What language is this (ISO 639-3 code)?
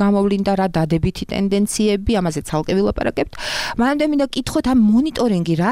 kat